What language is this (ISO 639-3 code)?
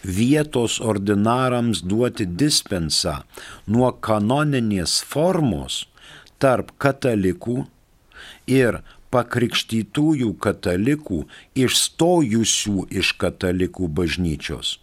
lit